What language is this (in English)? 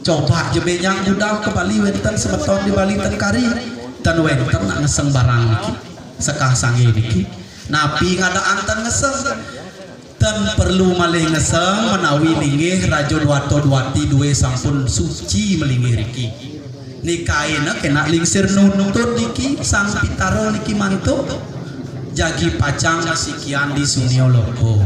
Balinese